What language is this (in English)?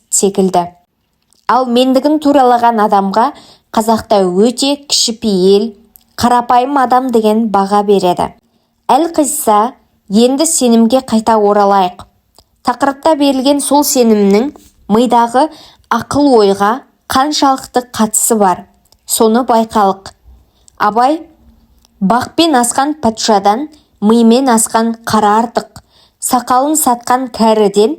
Kazakh